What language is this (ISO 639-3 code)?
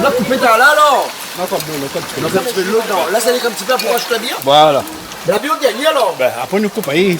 rcf